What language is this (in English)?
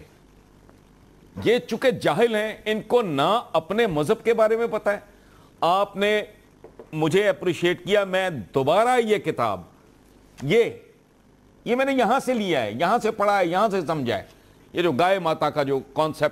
Urdu